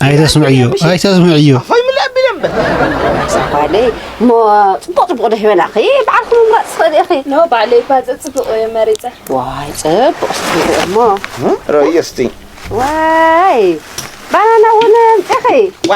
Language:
Tigrinya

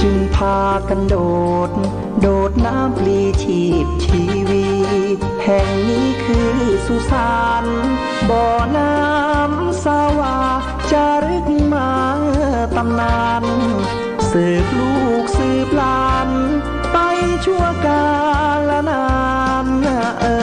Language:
Pali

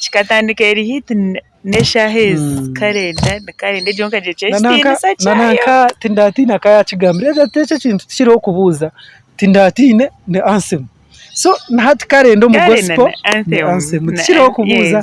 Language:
Nyankole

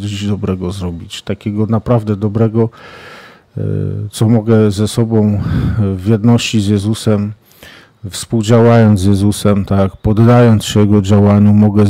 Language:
Polish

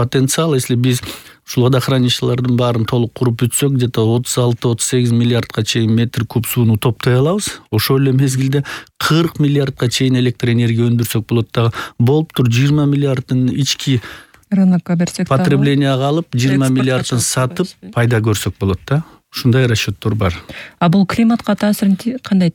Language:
Kyrgyz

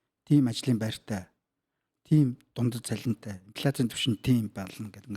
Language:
Mongolian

